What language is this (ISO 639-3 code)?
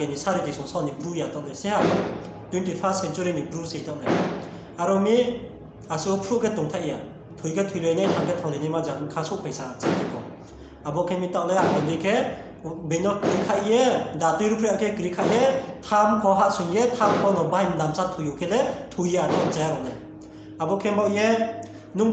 ria